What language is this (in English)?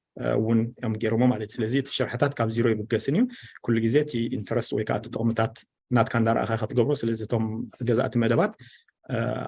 Tigrinya